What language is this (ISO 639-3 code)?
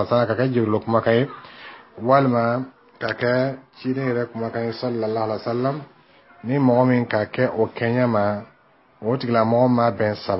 bam